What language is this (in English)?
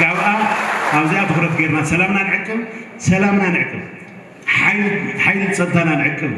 Tigrinya